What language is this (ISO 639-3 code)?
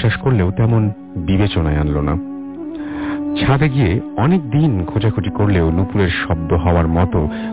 ben